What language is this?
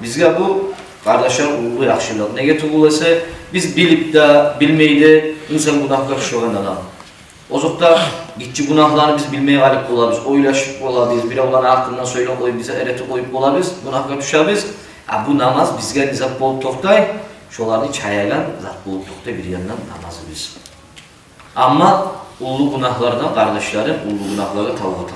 Kumyk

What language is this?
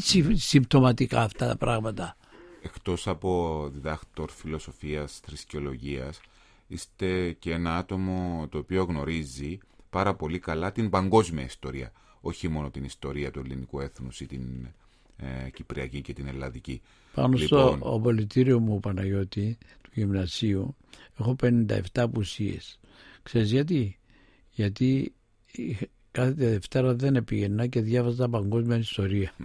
Greek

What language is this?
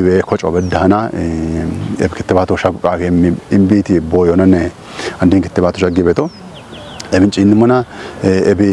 Kafa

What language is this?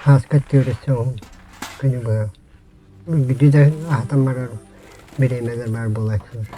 Yakut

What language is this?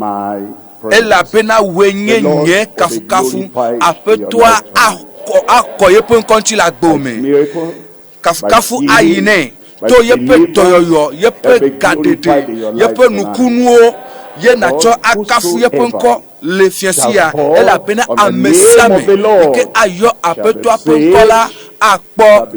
Ewe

